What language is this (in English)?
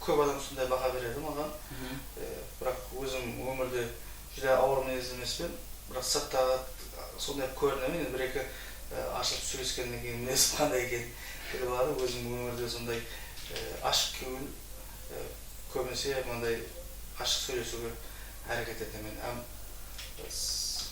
Kara-Kalpak